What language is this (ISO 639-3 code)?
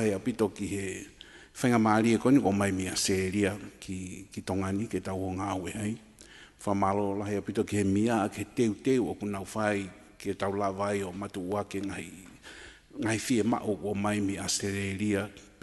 ton